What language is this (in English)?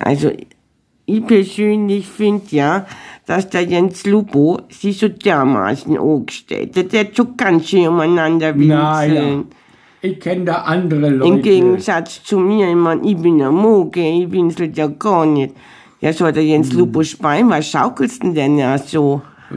Bavarian